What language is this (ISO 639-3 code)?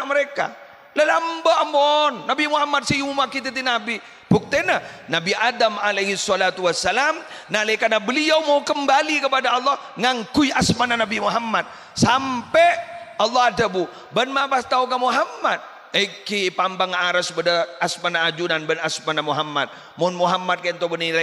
mad